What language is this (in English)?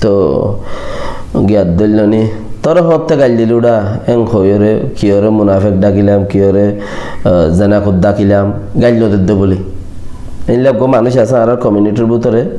Rohingya